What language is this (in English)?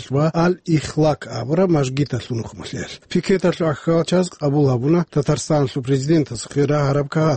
Avaric